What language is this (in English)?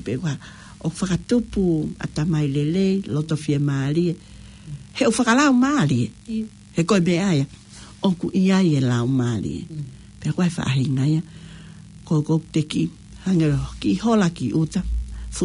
Tongan